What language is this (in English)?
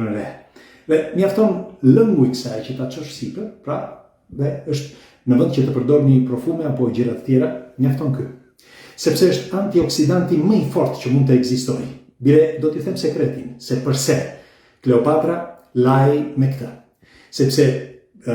Albanian